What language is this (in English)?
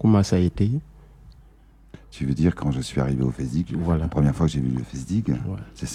French